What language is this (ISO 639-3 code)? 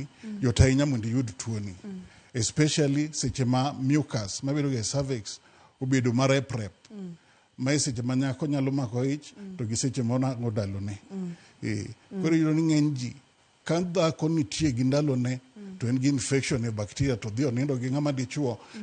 luo